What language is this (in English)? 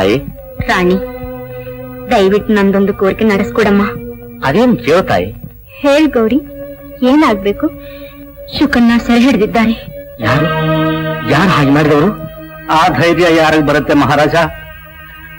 Kannada